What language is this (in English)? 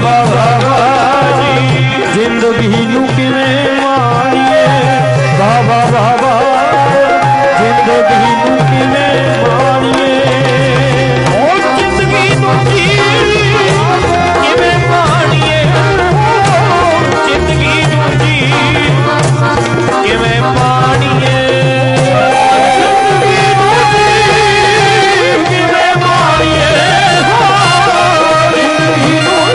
Punjabi